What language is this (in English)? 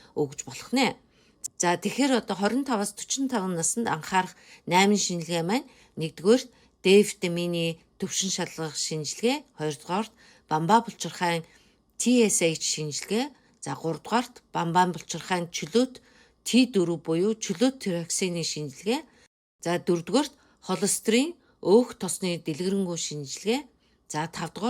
Mongolian